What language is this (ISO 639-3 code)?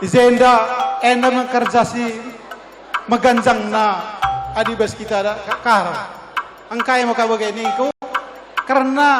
btx